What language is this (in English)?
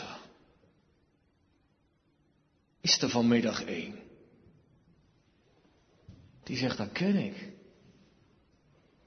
Dutch